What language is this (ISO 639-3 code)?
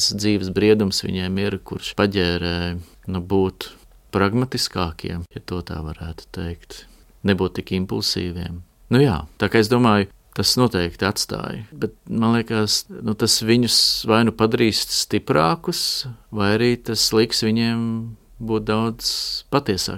lav